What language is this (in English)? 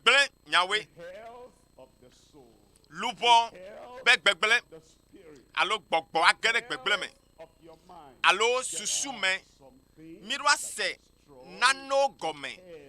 Ewe